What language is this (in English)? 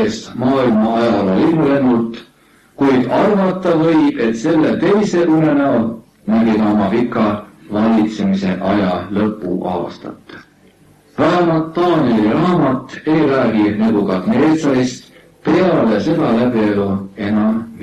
Estonian